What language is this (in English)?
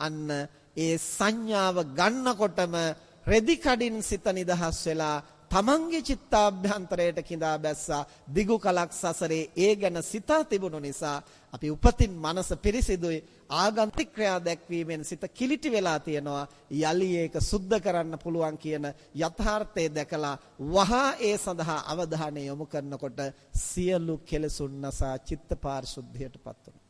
Sinhala